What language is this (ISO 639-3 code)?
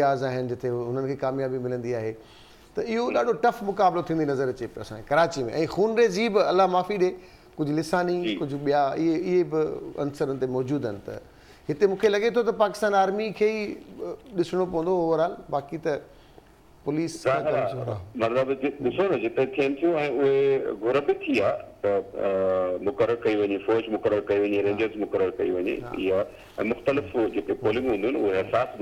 snd